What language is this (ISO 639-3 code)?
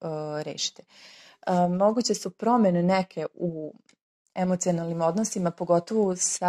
srp